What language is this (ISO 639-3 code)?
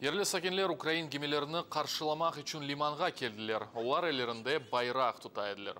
crh